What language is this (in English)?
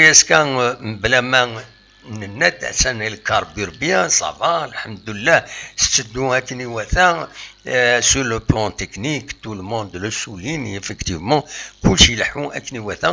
Kabyle